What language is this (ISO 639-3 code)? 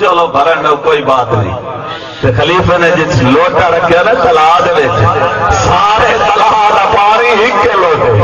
skr